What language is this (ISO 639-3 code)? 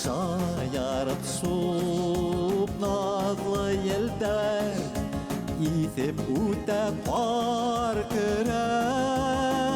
bak